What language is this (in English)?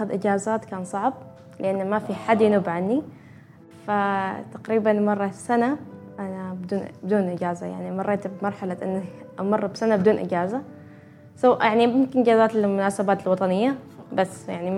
Gulf Arabic